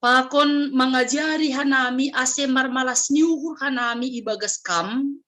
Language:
Batak Simalungun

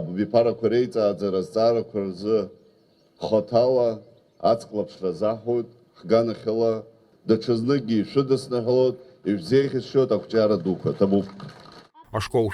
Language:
Abkhazian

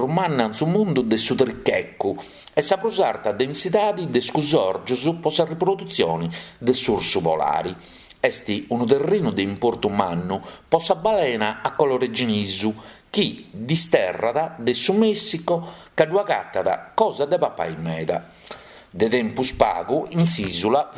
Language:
Sardinian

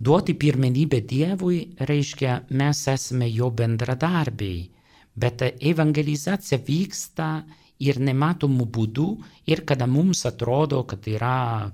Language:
Lithuanian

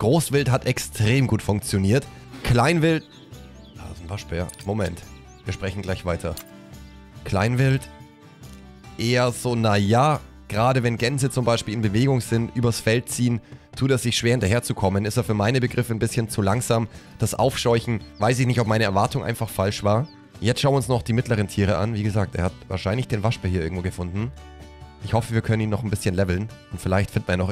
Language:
German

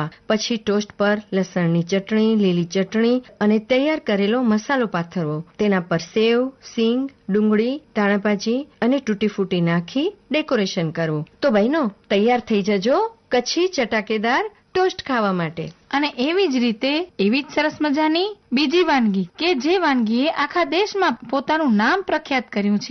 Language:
Gujarati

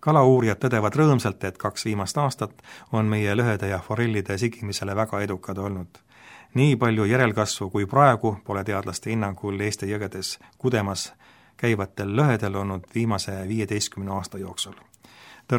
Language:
Estonian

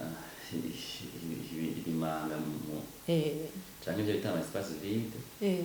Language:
Rundi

